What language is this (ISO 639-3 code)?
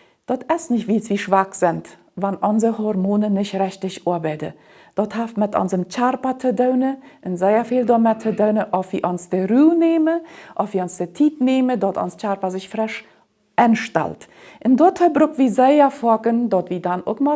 pdt